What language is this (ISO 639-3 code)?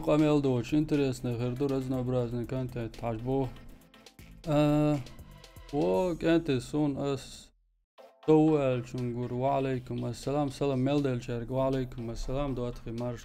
che